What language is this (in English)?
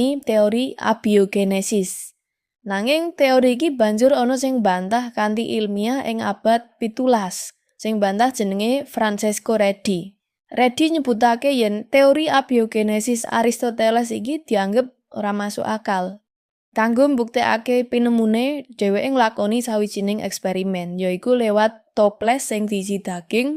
Javanese